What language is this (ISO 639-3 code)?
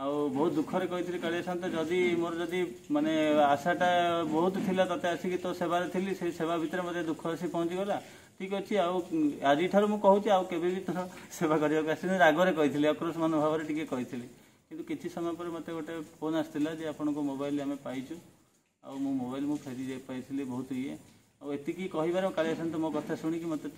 ori